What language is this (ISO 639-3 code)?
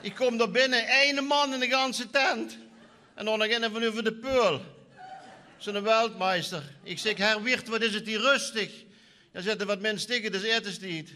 lim